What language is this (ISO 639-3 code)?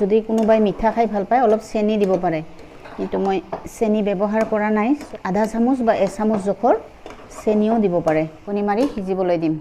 asm